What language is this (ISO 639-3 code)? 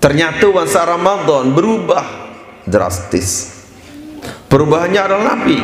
sas